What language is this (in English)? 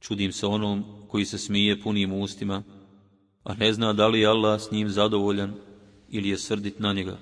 Bosnian